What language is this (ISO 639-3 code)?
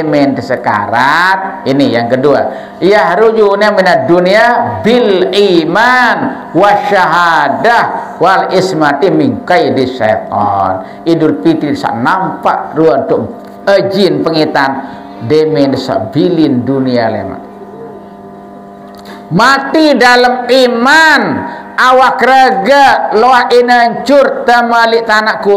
sas